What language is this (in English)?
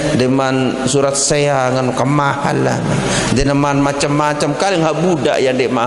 Sasak